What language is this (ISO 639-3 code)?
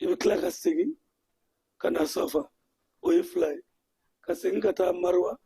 bam